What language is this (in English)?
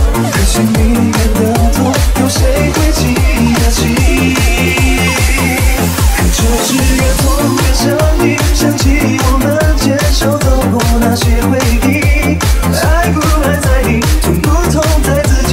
Chinese